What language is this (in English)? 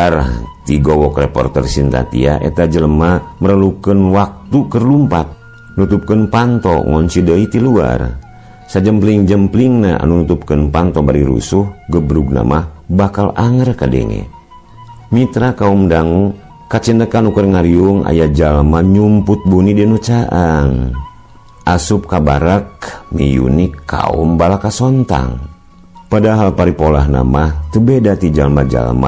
Sundanese